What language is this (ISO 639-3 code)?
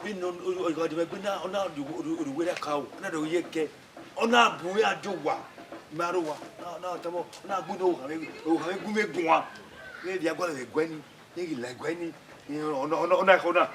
bin